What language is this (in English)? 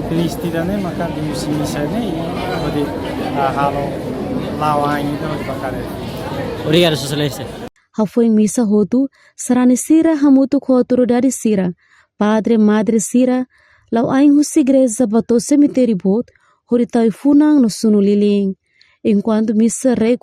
Tetum